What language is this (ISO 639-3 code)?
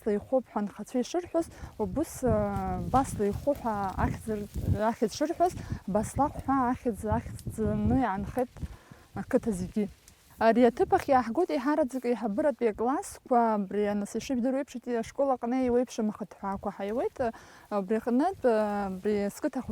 abk